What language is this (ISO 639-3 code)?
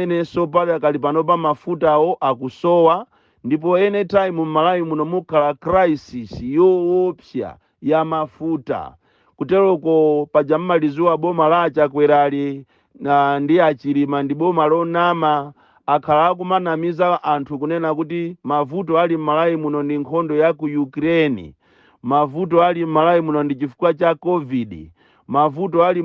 nya